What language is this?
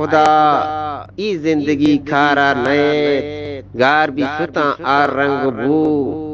Eastern Balochi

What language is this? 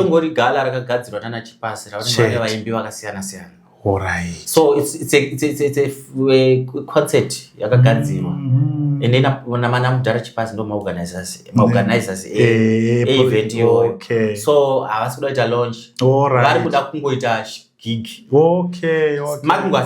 Shona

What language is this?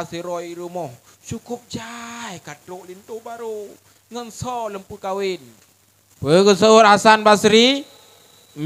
Achinese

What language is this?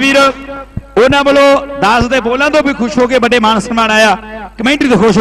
Punjabi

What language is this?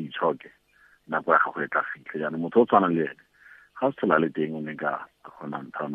Tswana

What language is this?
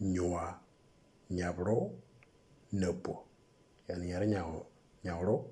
Moro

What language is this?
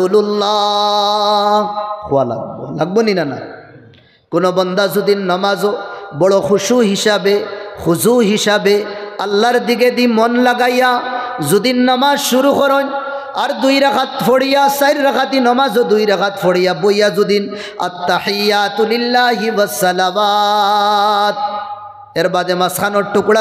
Sylheti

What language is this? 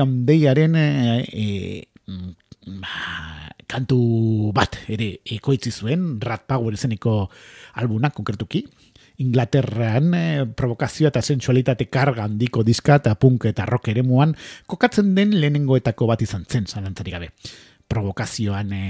Basque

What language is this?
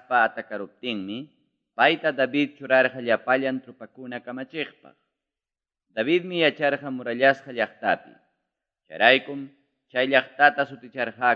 Ayacucho Quechua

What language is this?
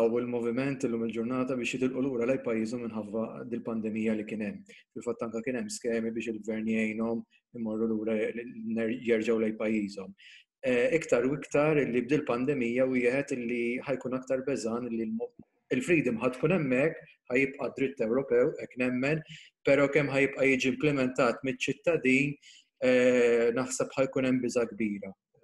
Maltese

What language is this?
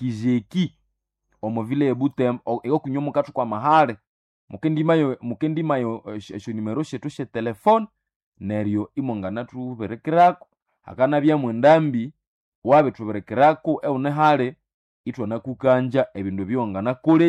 Nande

